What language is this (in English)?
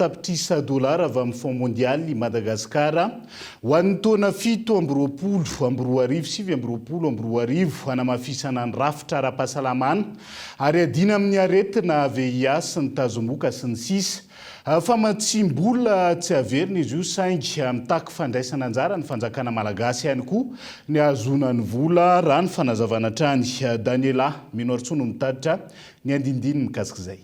Malagasy